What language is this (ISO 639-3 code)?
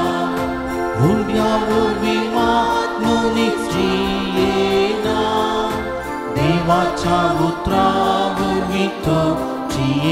kok